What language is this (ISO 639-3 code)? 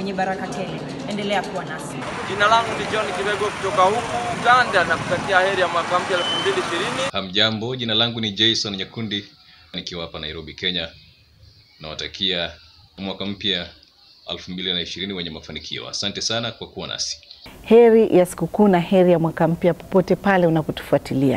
swa